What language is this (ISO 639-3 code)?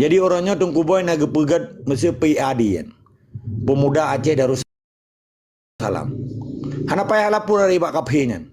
ace